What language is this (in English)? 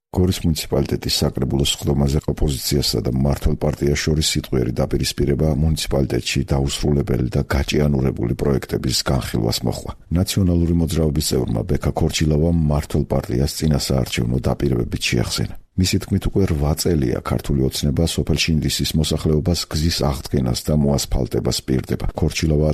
Georgian